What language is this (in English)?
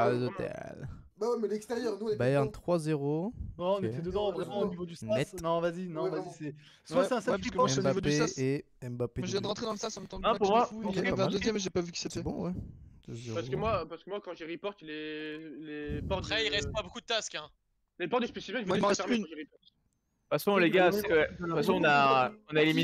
French